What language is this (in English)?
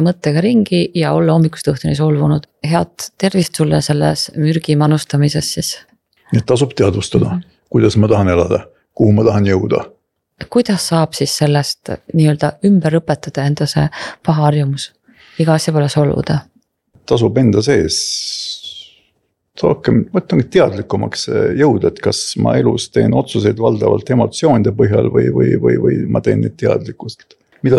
Estonian